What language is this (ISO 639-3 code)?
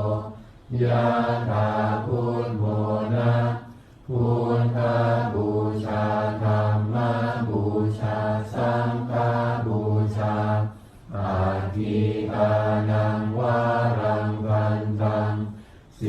pli